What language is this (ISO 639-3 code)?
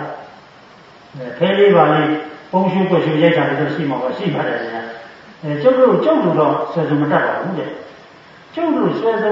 mya